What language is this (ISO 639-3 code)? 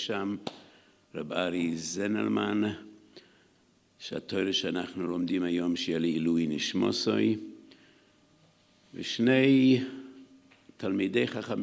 heb